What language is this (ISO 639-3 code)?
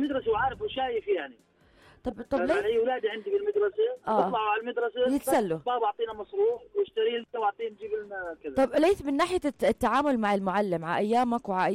apc